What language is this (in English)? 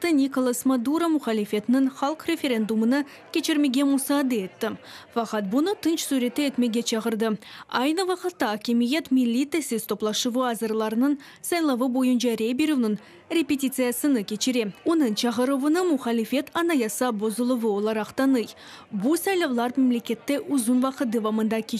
Crimean Tatar